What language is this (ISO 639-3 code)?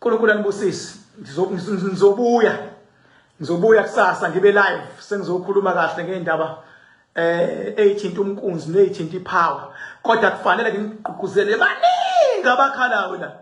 zul